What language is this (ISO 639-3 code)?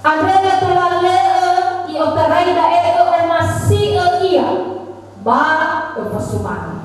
nia